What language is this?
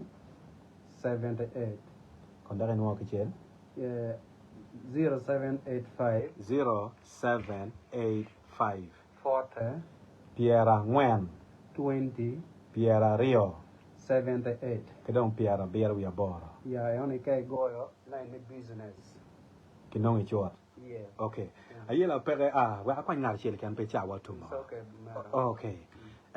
Acoli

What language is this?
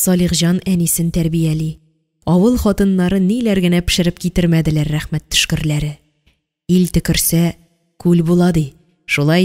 Tatar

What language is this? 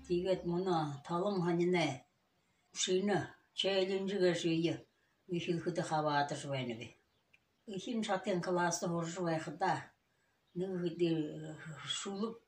Buriat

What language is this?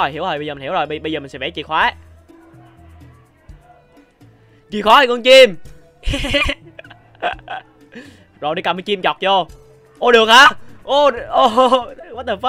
Vietnamese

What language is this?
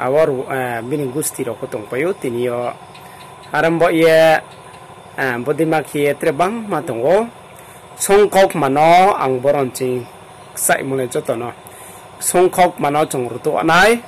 Riang (India)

